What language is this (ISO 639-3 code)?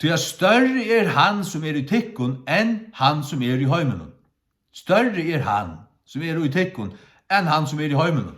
fao